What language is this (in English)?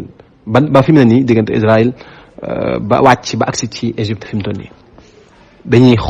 Wolof